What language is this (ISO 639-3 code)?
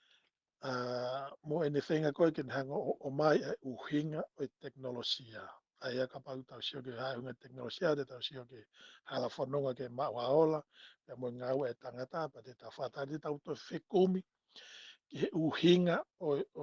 ton